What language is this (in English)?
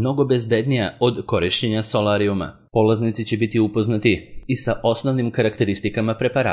Serbian